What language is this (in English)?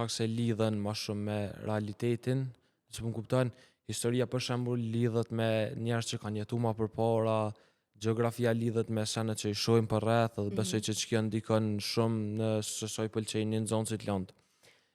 Albanian